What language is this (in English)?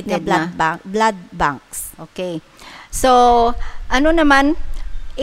Hiligaynon